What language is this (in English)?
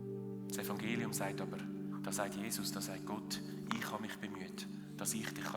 Swiss German